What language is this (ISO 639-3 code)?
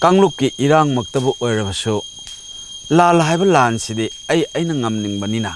mni